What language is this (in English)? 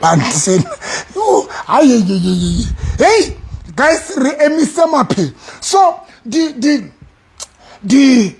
Southern Sotho